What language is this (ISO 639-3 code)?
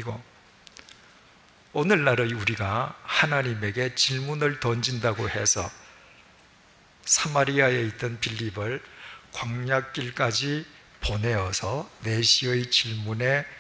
kor